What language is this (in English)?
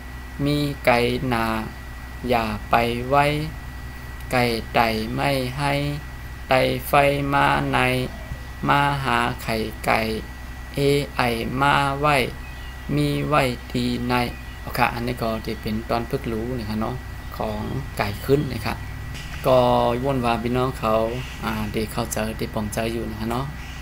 Shan